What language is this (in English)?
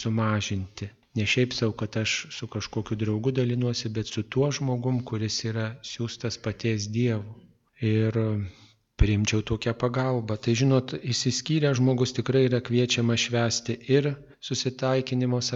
Lithuanian